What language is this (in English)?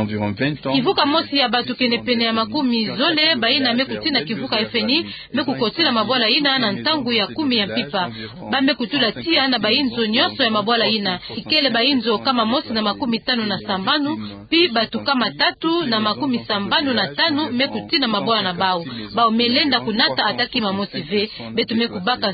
Kituba (Democratic Republic of Congo)